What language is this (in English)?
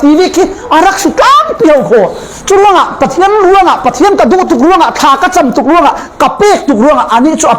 Falam Chin